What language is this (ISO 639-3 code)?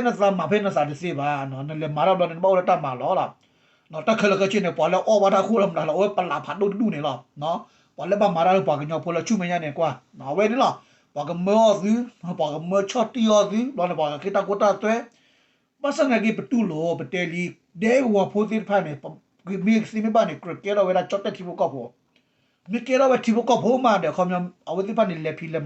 ksw